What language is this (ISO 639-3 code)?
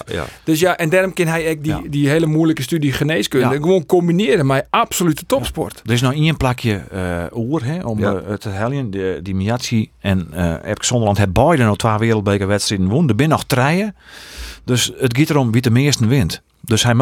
fry